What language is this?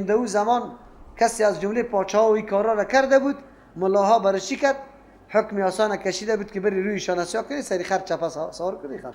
Persian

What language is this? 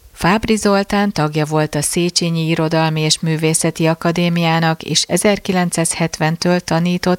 Hungarian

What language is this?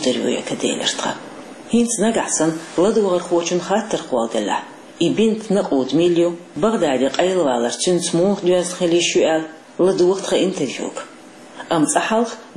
Chechen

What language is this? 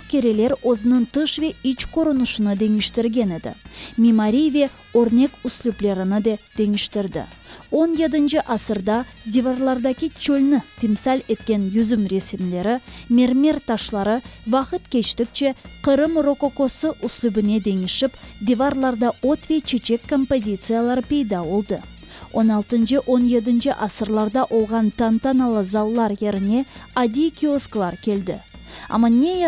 Crimean Tatar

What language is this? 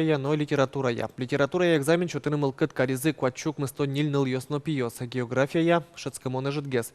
Udmurt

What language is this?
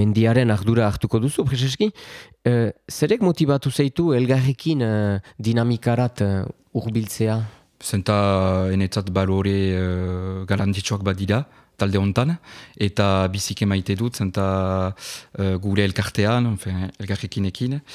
Basque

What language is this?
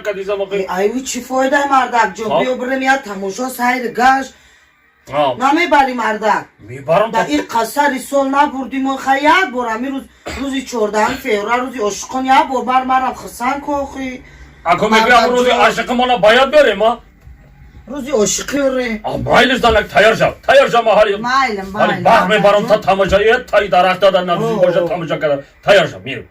Tajik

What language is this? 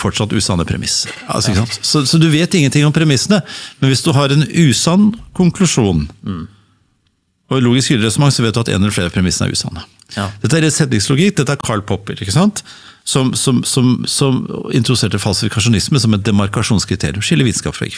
Norwegian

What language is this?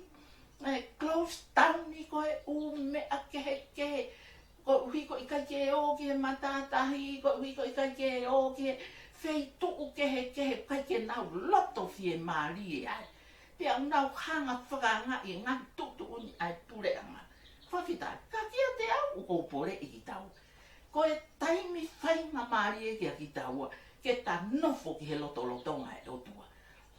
Tongan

